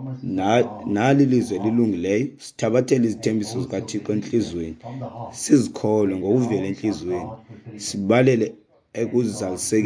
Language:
Xhosa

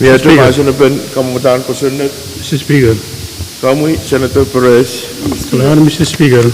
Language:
Pohnpeian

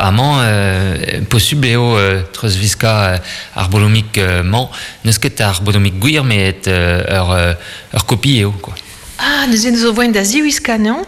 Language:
Breton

